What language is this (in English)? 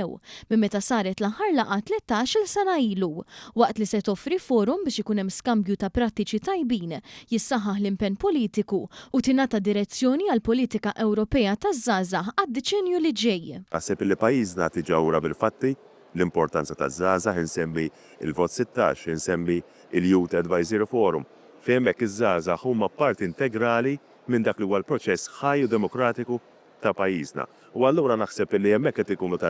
Maltese